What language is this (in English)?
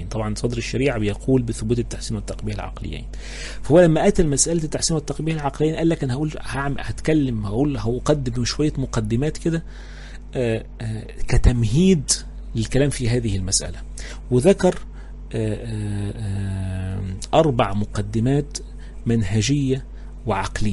Egyptian Arabic